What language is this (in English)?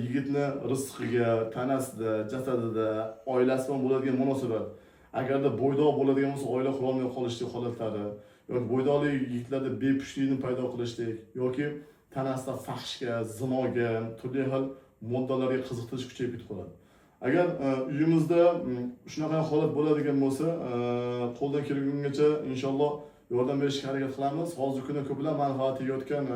Uzbek